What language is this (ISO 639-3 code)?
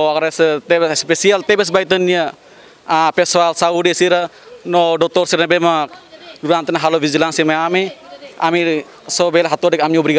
tet